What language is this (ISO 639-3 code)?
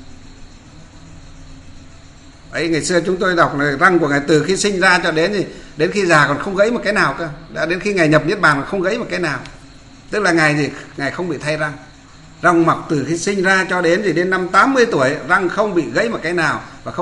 vie